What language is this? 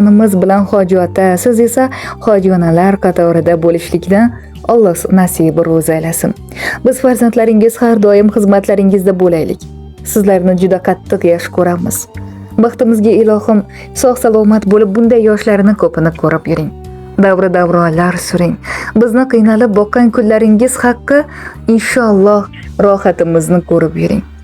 Uzbek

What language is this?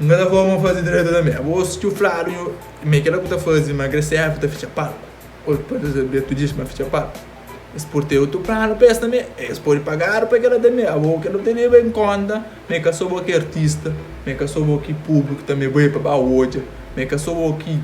Kabuverdianu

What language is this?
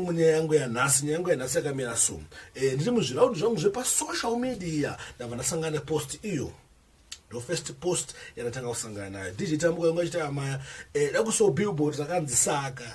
Shona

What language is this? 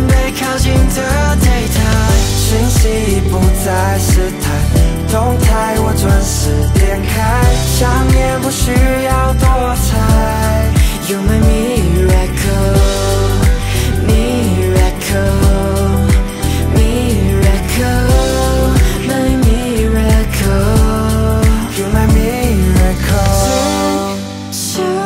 Chinese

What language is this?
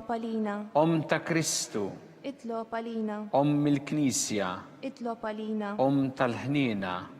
Maltese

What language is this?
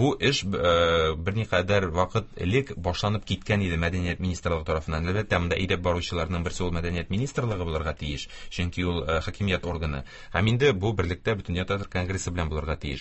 Tatar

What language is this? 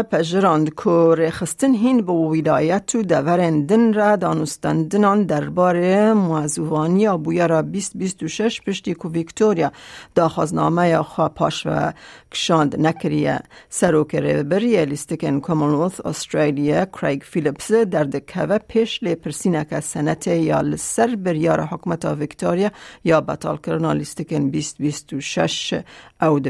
Kurdish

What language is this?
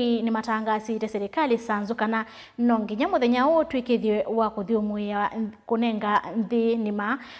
Kamba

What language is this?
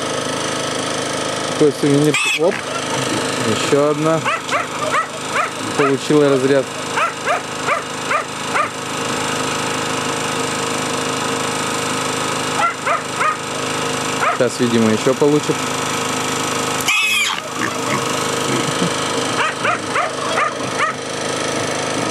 Russian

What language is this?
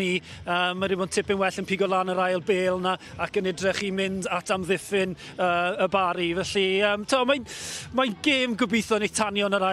Welsh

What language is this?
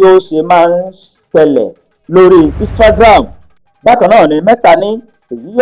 Yoruba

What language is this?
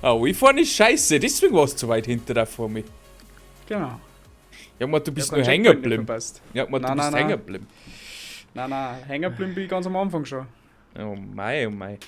Bavarian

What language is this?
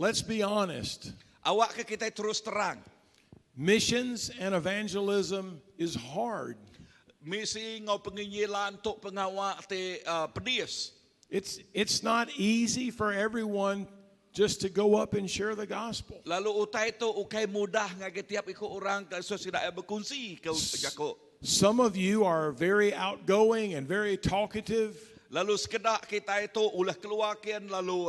Iban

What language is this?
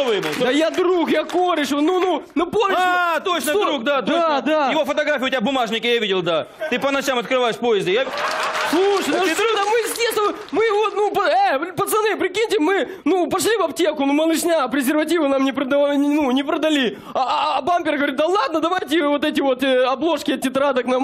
Russian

